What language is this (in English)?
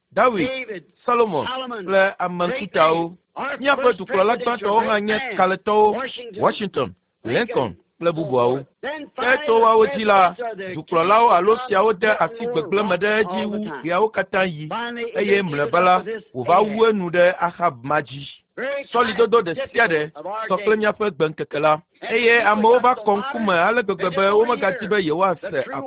Ewe